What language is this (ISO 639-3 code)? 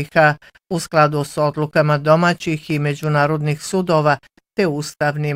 bos